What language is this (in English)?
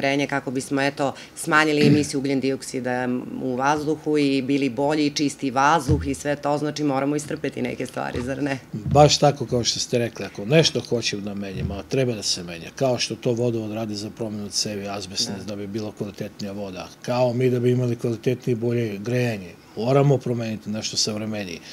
Serbian